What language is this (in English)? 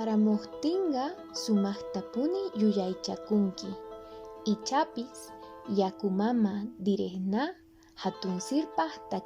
Quechua